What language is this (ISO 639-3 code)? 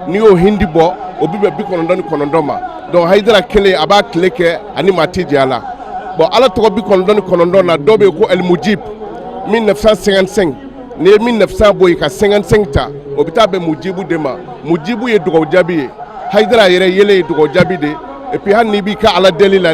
bam